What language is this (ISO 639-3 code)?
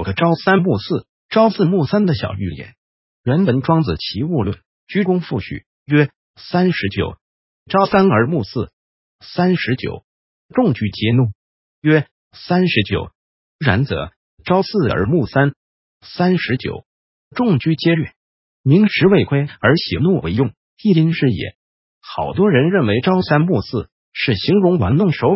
zho